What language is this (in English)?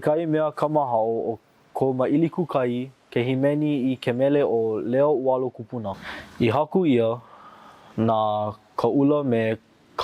Hawaiian